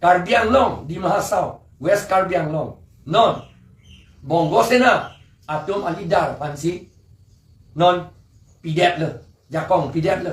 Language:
Karbi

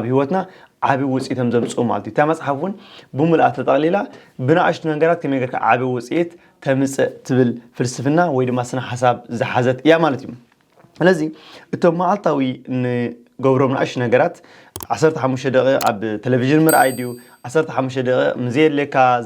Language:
Tigrinya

